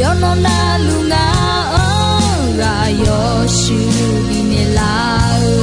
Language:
Akha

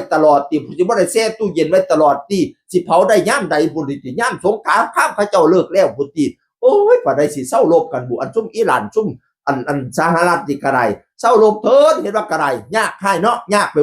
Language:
Northeastern Thai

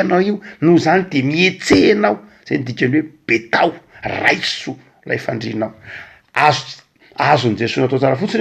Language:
Malagasy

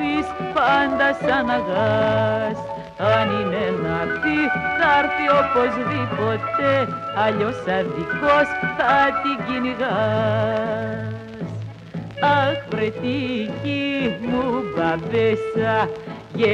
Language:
Greek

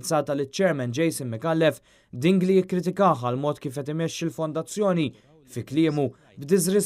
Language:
Maltese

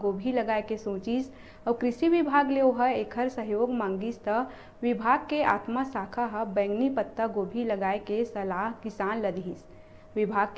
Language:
Chhattisgarhi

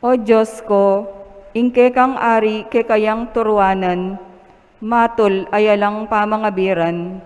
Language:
Pampanga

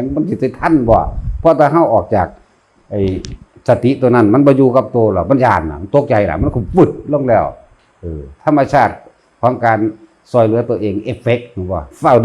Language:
Northeastern Thai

